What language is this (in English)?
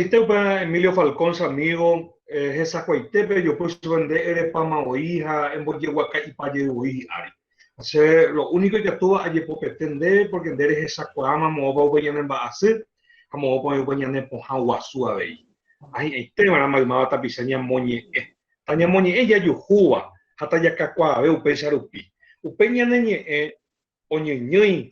Guarani